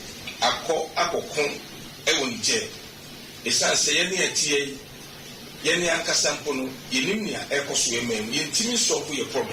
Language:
Akan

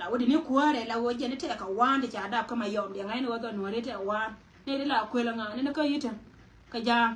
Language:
Nuer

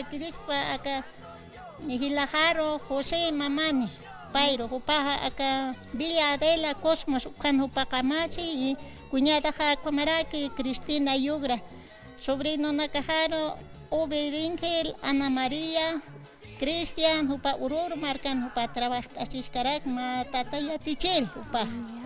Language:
Aymara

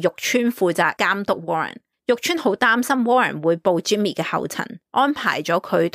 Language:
Cantonese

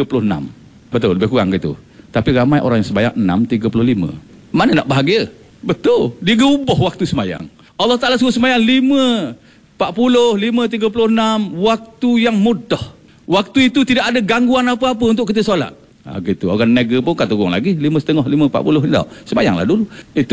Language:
Malay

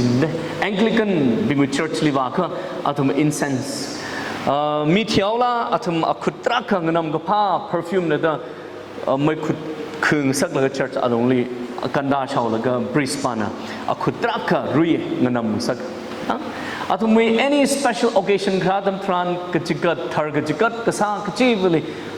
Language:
Tangkhul Naga (India)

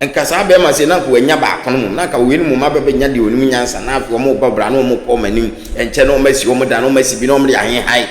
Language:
Akan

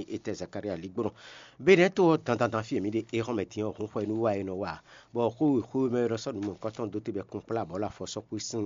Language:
Fon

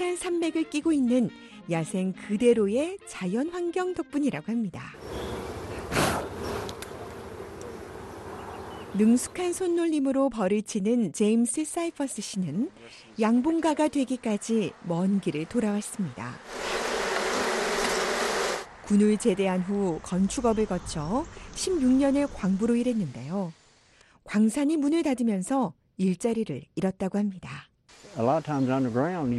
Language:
Korean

